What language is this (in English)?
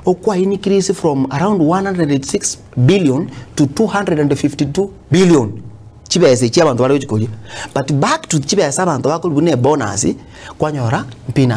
Gusii